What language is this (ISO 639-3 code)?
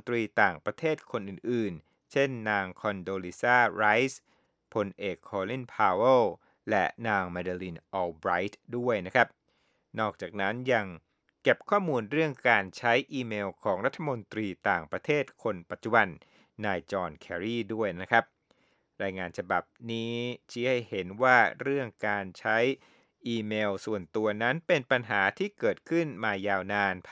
tha